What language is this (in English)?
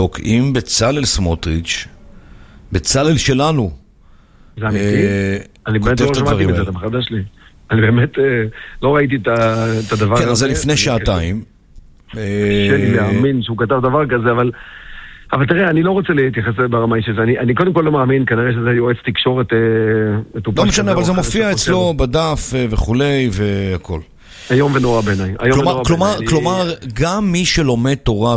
Hebrew